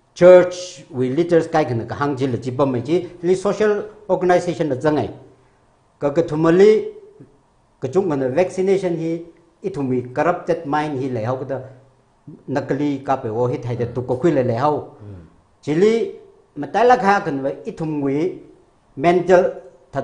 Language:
Tangkhul Naga (India)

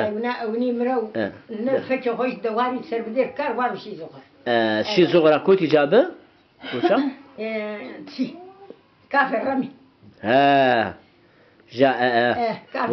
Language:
Zaza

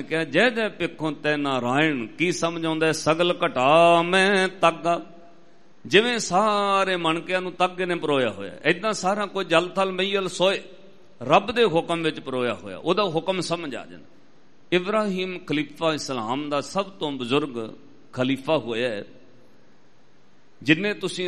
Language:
Punjabi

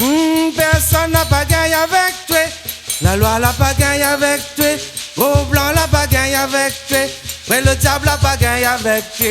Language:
Réunion Creole French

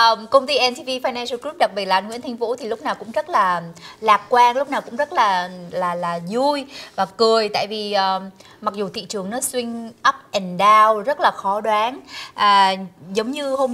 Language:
Vietnamese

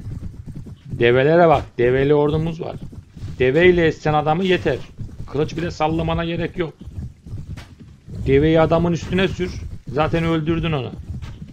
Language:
Turkish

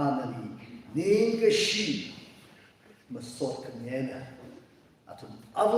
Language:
Tangkhul Naga (India)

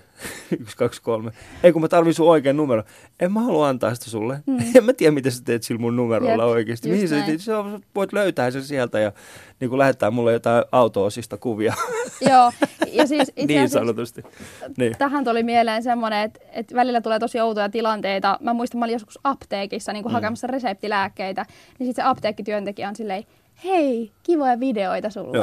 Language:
Finnish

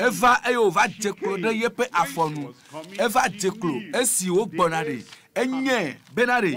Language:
Ewe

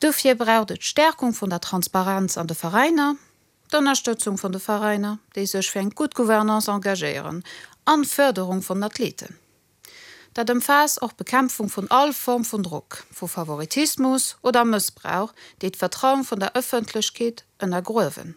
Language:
Luxembourgish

